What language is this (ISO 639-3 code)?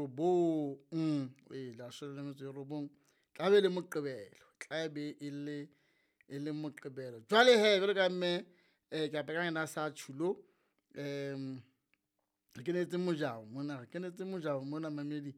sot